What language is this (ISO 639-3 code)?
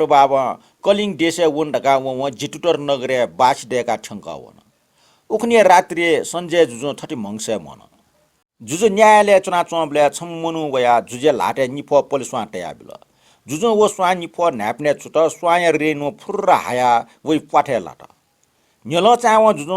new